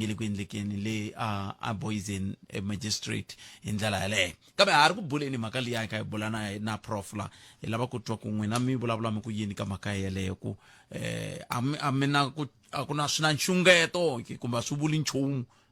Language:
Tsonga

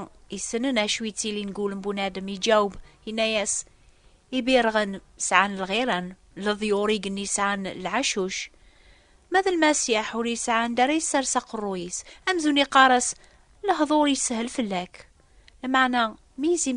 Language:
Kabyle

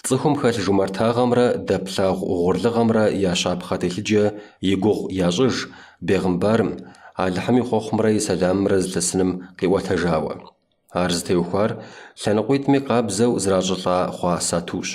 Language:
Kabardian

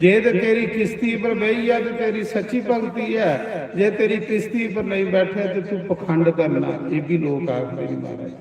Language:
Dogri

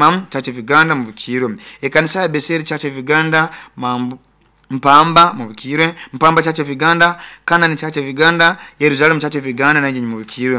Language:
Nyoro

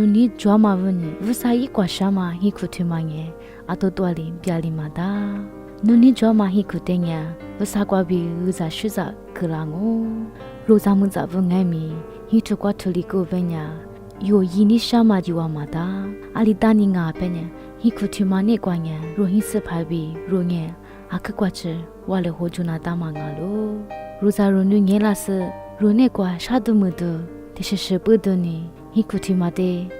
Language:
Lisu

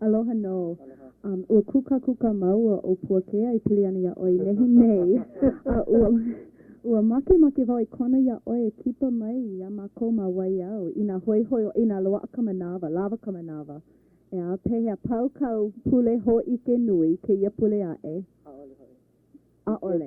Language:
Hawaiian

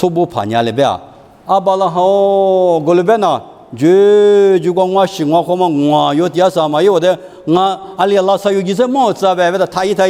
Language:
Lisu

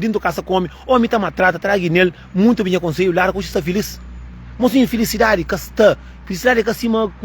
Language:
Kabuverdianu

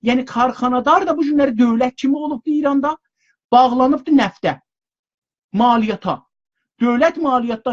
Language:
South Azerbaijani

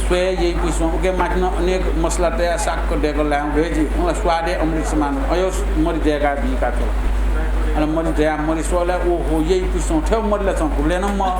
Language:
Newari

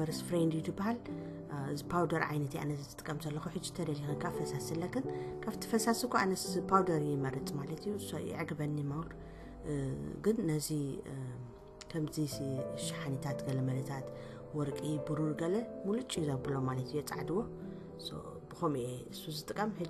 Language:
Tigrinya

